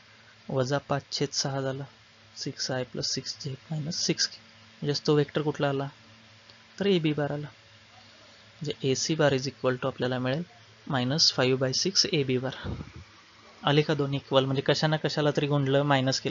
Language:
Marathi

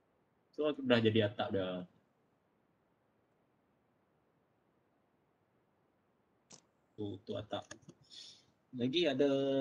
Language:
Malay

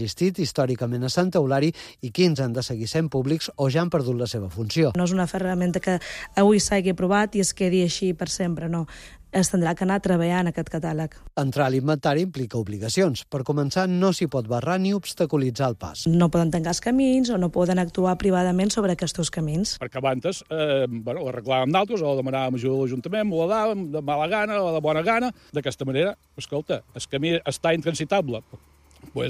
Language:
Catalan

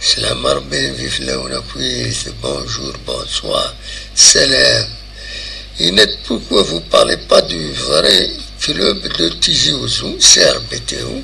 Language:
Kabyle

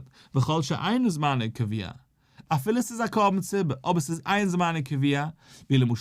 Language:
Yiddish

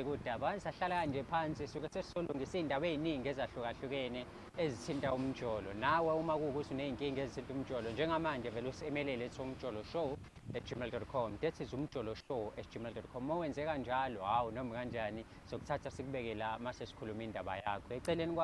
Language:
Zulu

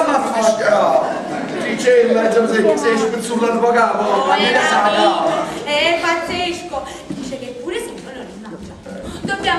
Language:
Neapolitan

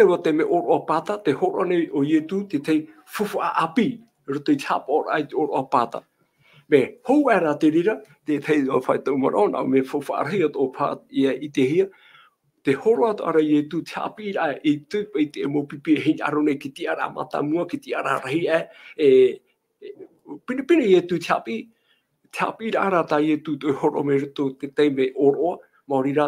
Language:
Tahitian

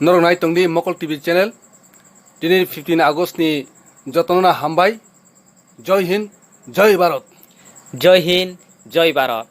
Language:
Kok Borok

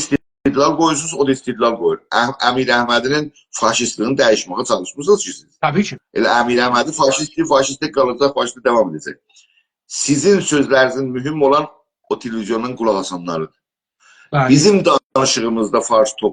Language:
South Azerbaijani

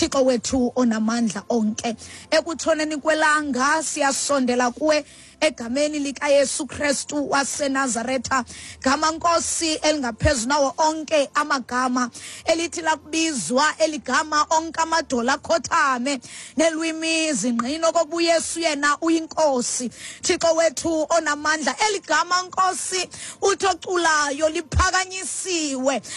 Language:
Xhosa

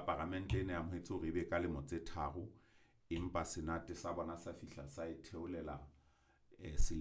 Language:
Southern Sotho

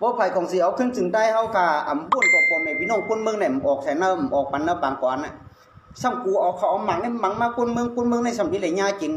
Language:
Shan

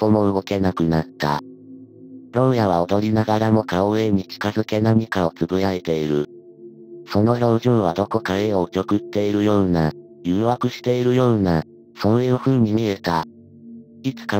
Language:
Japanese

